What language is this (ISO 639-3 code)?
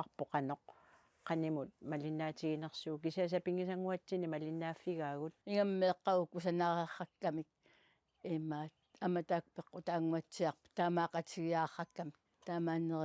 kal